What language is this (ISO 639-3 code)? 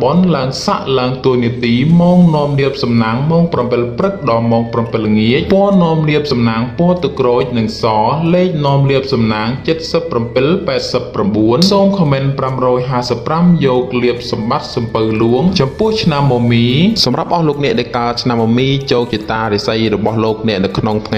khm